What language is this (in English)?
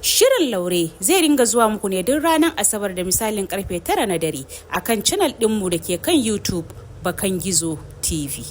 Hausa